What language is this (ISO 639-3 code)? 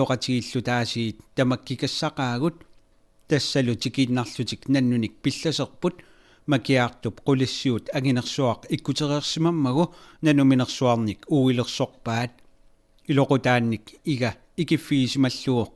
kal